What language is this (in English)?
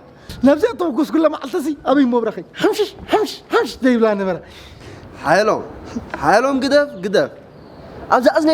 Tigrinya